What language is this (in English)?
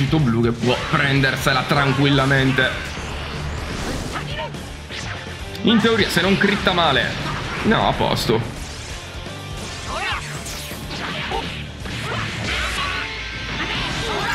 Italian